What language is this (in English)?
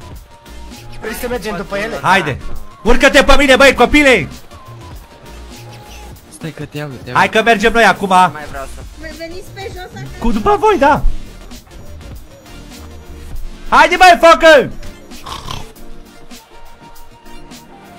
Romanian